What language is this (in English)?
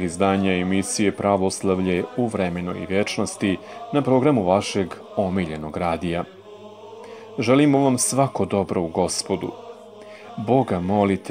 Serbian